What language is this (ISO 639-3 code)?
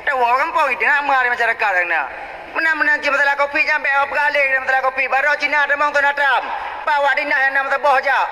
ace